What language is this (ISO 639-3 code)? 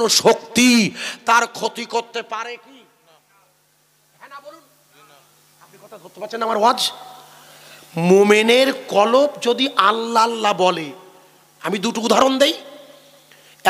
ben